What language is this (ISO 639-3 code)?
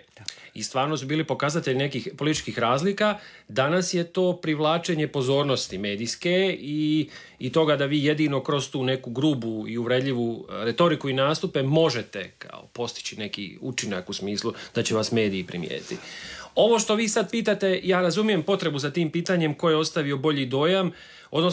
hrv